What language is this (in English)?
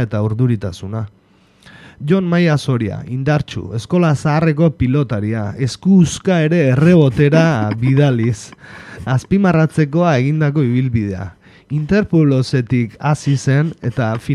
Basque